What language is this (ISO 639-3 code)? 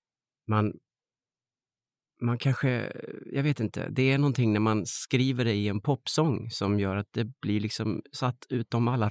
swe